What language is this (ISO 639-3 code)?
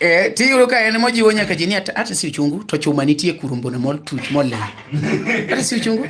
luo